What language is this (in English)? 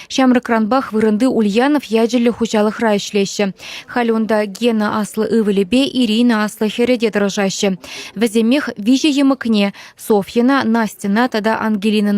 Chuvash